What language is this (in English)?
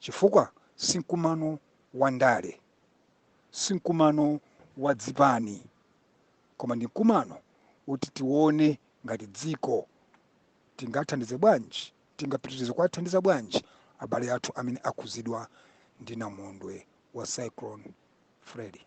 Nyanja